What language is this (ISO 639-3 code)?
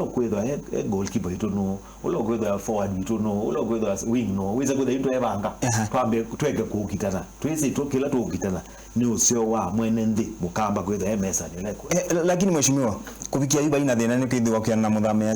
kam